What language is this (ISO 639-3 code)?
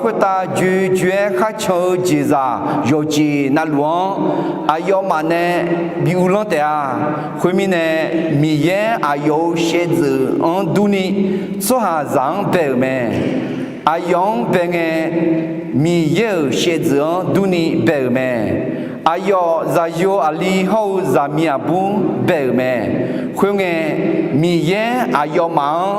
ahk